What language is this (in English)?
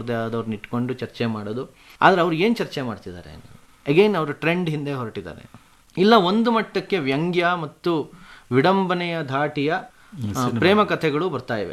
Kannada